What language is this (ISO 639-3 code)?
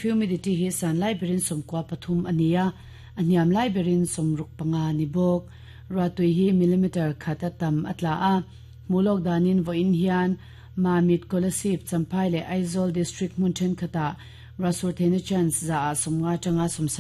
lus